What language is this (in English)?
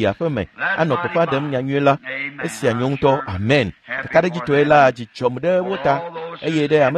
Ewe